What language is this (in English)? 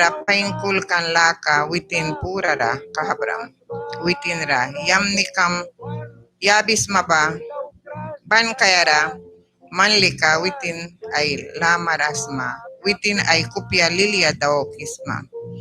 Mískito